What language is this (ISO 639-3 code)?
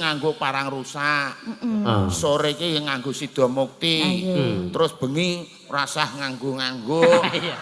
jav